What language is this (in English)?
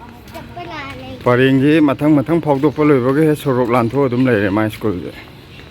Manipuri